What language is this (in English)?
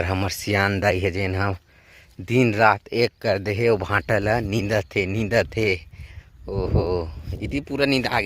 Chhattisgarhi